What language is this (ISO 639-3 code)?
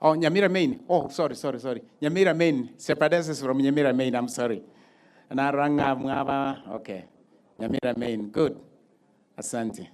guz